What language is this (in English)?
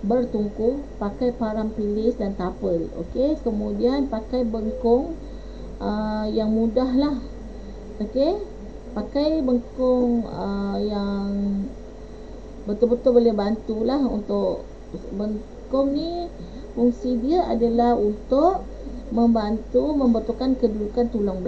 Malay